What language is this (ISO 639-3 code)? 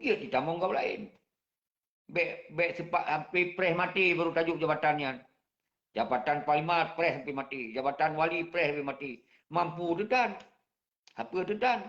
ace